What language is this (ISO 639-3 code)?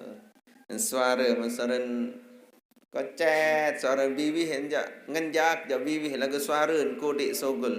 sas